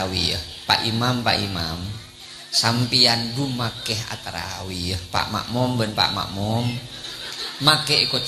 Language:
Madurese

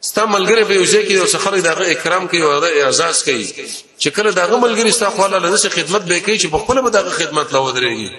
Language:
Pashto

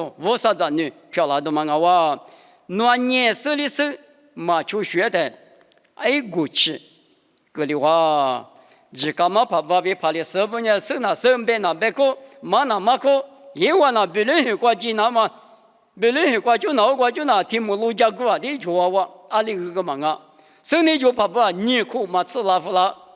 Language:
Lisu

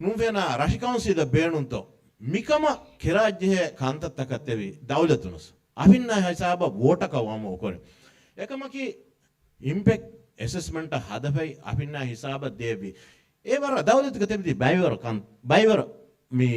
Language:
Divehi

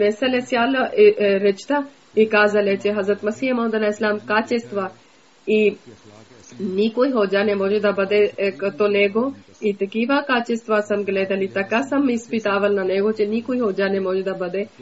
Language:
Bulgarian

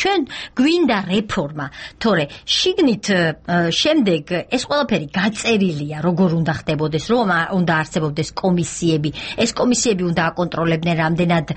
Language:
Georgian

